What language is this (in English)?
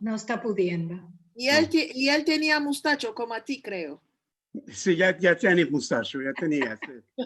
Ladino